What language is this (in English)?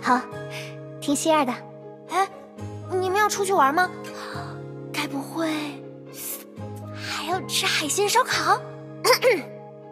Chinese